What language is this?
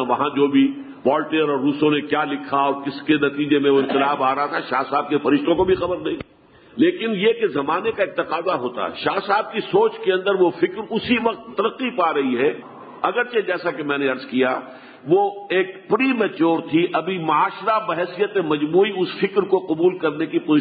Urdu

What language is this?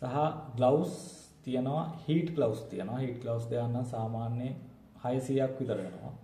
Sinhala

